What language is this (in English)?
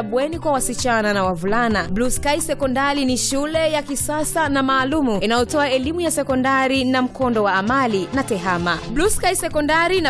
Swahili